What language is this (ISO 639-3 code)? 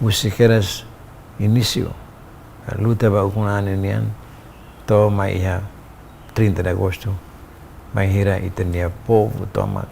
tet